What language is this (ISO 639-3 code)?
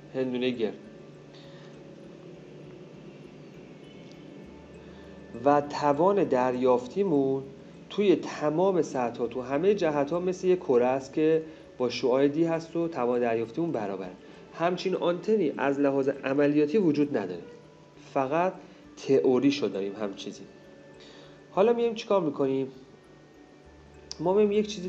fas